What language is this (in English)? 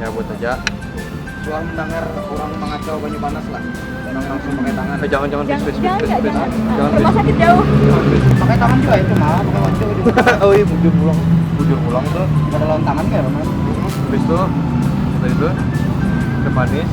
Banjar